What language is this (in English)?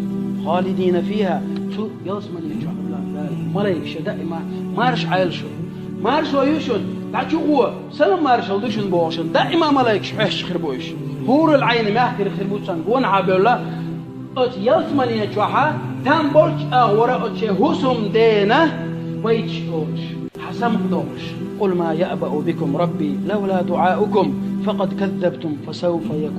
Chechen